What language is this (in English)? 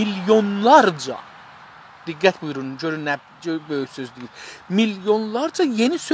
South Azerbaijani